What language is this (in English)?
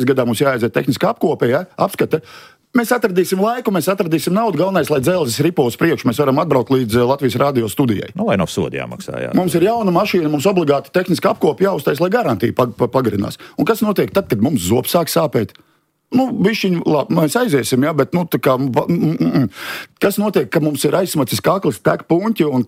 Latvian